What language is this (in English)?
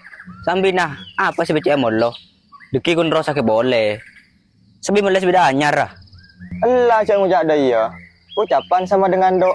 Madurese